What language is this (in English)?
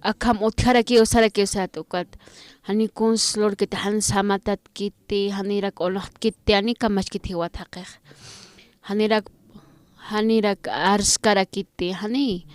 Aymara